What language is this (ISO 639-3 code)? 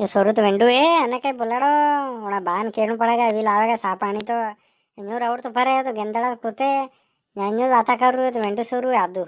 raj